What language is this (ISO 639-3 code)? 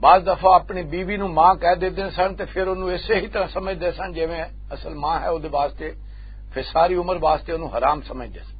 lah